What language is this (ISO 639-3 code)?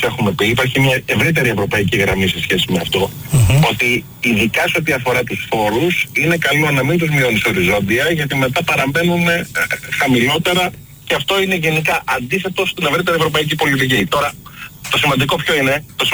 ell